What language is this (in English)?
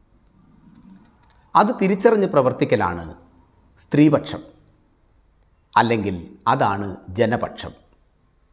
Malayalam